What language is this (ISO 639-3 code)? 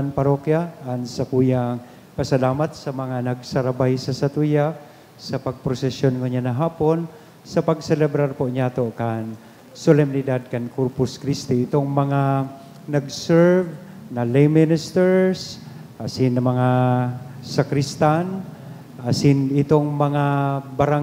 bik